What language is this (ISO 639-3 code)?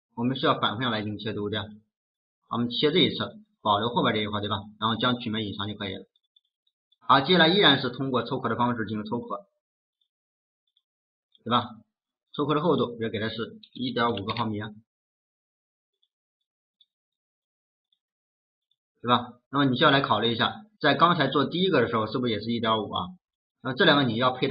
zho